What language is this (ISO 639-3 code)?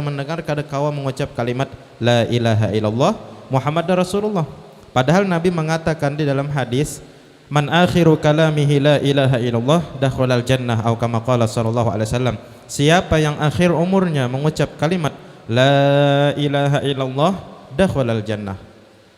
bjn